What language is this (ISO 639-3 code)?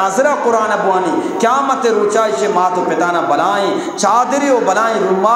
bgp